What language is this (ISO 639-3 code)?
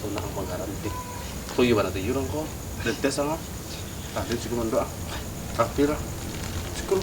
min